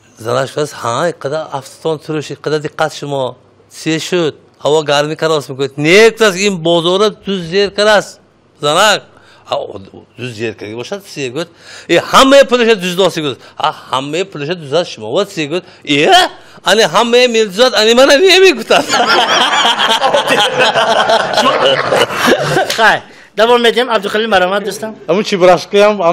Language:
Tajik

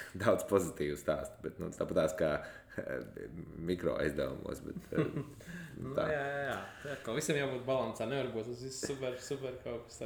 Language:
Latvian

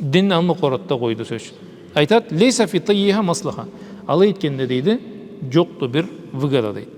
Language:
Karachay-Balkar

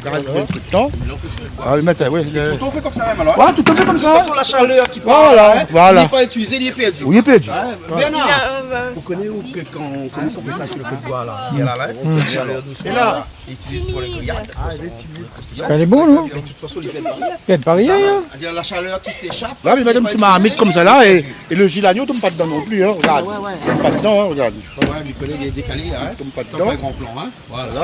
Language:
Réunion Creole French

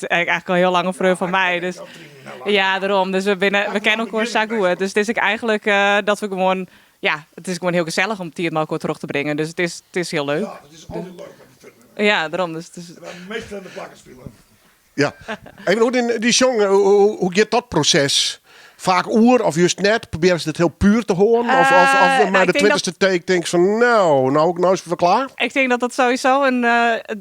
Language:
Western Frisian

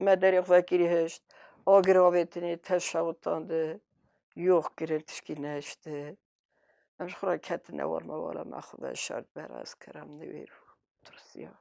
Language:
Kurdish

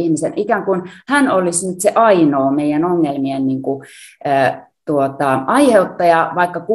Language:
Finnish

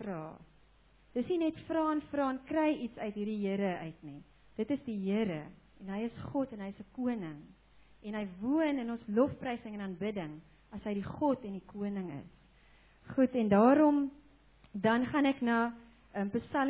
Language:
Afrikaans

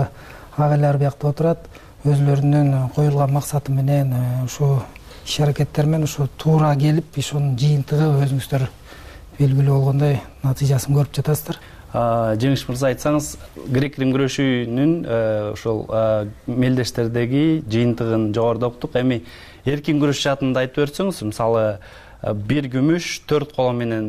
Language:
Kyrgyz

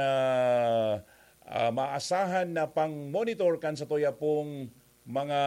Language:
Bikol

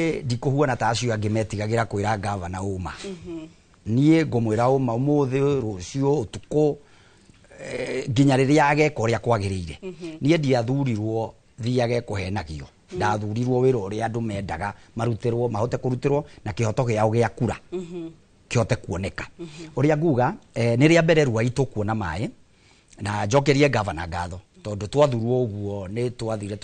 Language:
Kikuyu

